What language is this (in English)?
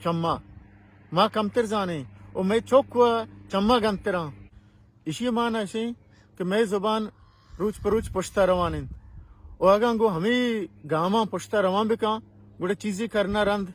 Baluchi